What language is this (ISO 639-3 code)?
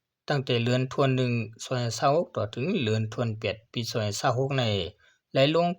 shn